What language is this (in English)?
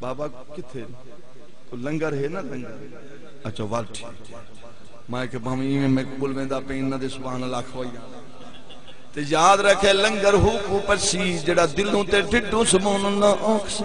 Saraiki